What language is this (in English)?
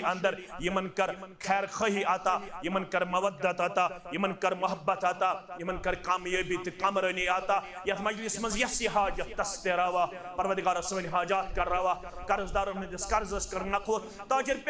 Kashmiri